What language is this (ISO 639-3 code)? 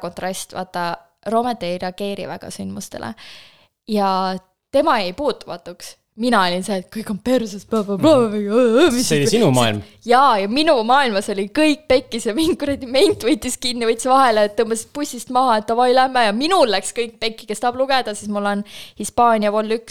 est